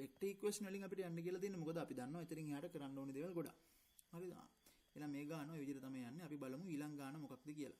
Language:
Sinhala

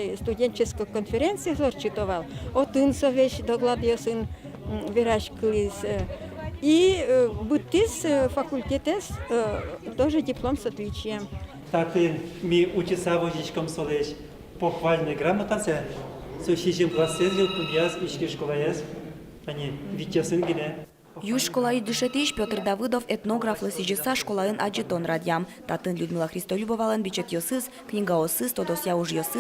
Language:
Udmurt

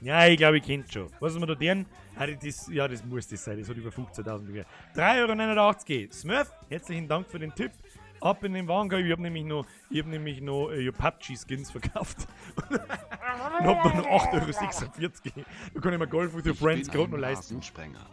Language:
Bavarian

